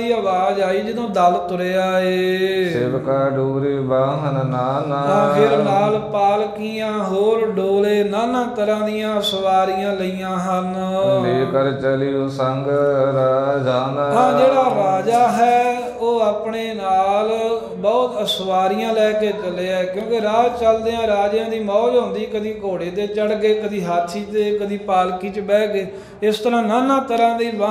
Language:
Punjabi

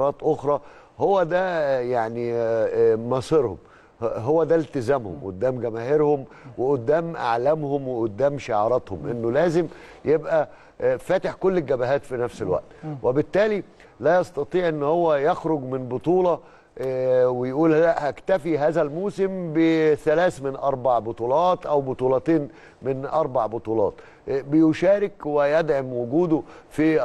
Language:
Egyptian Arabic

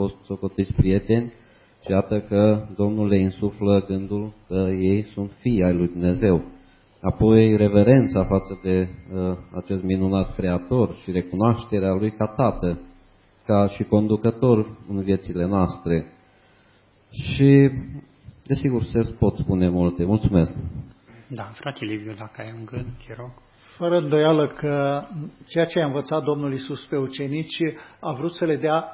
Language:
Romanian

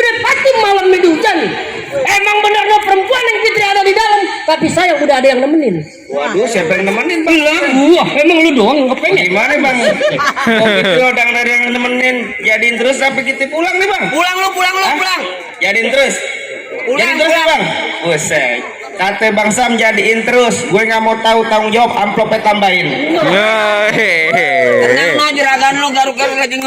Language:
Betawi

